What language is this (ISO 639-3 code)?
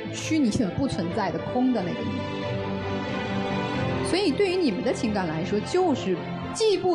zho